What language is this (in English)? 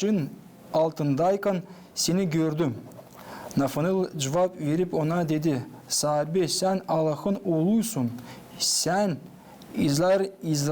Gagauz